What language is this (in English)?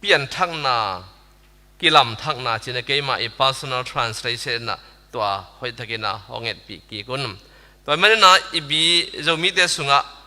Tedim Chin